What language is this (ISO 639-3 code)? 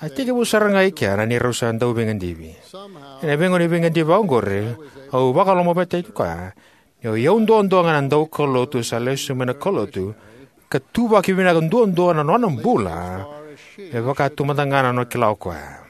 fij